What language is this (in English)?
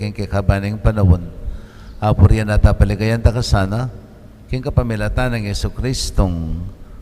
Pampanga